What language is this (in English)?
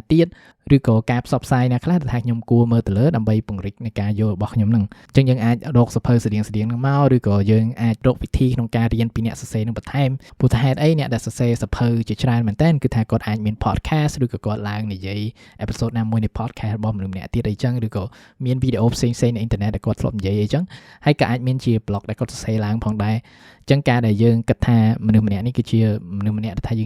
Khmer